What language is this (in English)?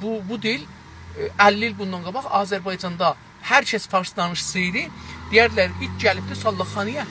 South Azerbaijani